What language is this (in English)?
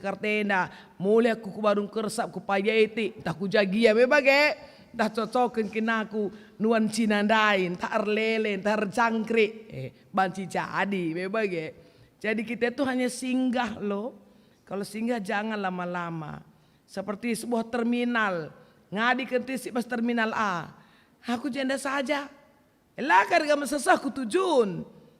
Batak Karo